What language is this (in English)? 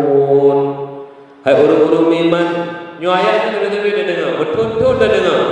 Achinese